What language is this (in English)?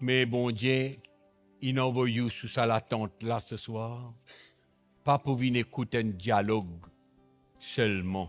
Morisyen